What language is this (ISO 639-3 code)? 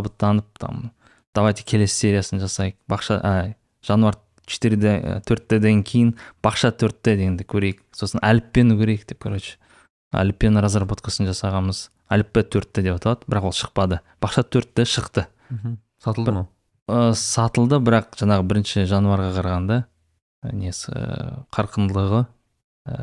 kaz